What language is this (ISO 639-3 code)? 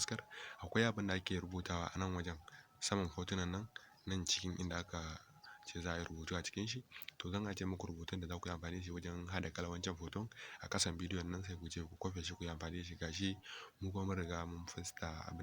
hau